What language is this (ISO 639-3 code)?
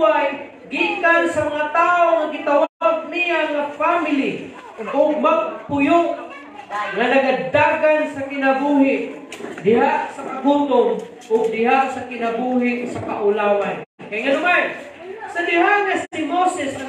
ceb